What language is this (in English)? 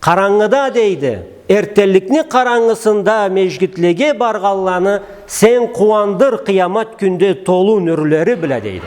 Karachay-Balkar